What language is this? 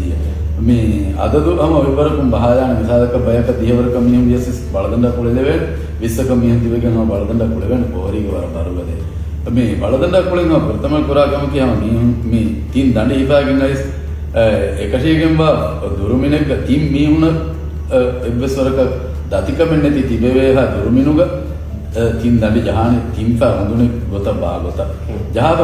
Divehi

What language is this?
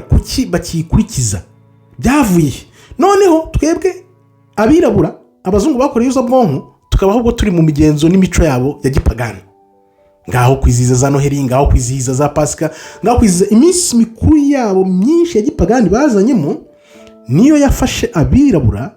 Kinyarwanda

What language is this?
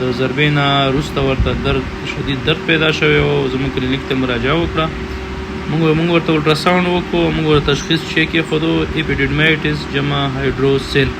Pashto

